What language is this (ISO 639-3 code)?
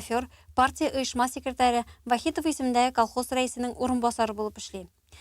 tat